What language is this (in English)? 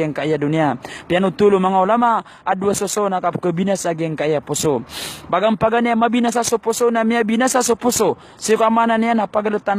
Maranao